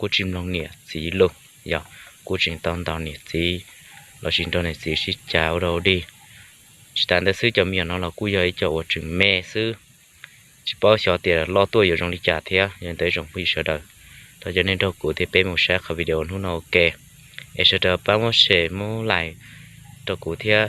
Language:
Hmong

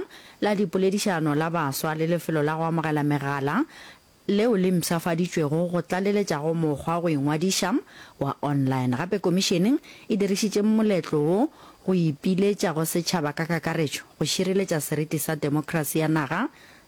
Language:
Northern Sotho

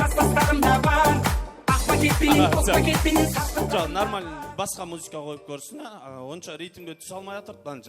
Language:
Kara-Kalpak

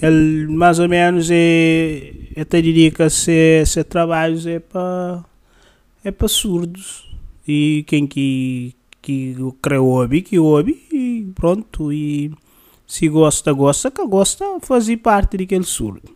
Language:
Kabuverdianu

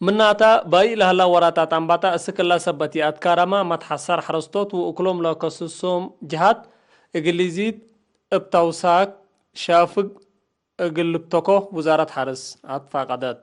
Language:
Tigre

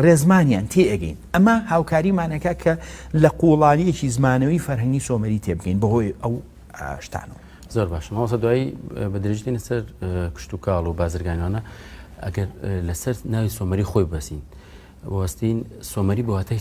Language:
Central Kurdish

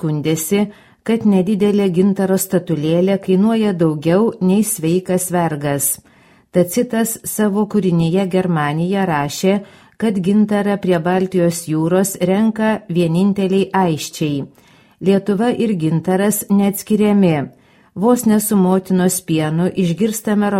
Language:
Lithuanian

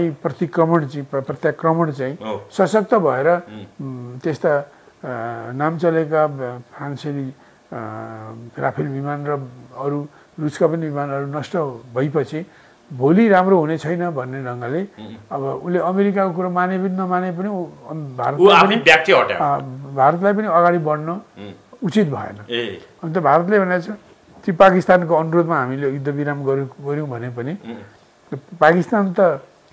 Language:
Nepali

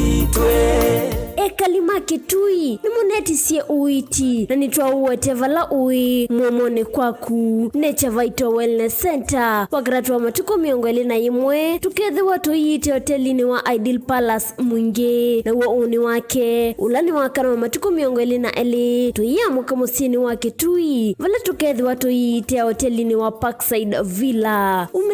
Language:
Kamba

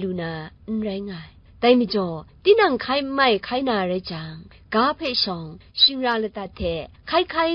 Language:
Kachin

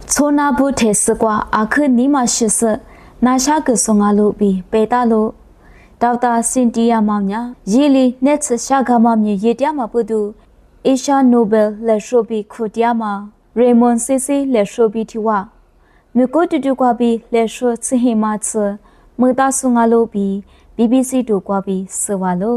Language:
Lisu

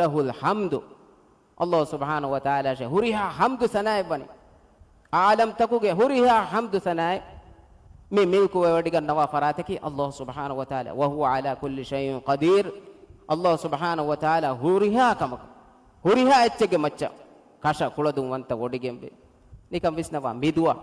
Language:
Divehi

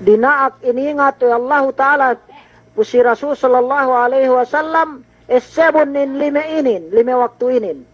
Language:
Yakan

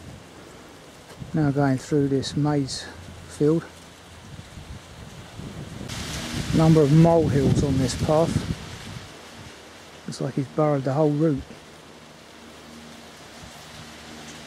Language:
English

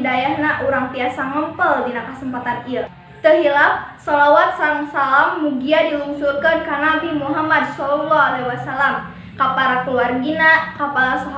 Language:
Sundanese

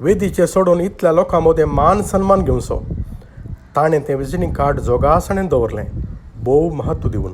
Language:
Konkani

